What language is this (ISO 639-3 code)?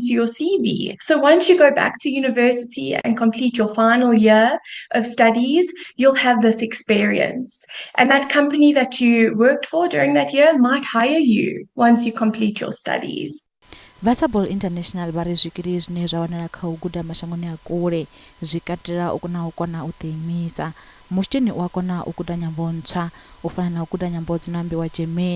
ven